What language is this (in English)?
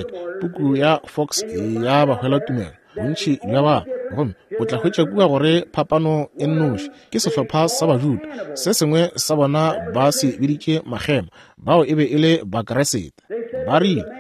Northern Sotho